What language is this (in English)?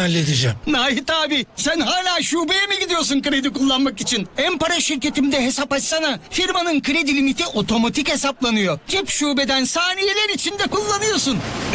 Turkish